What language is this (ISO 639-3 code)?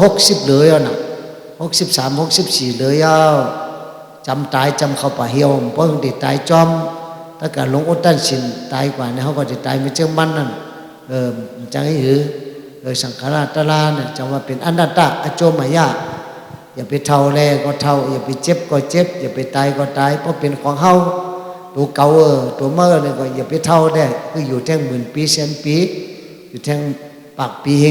shn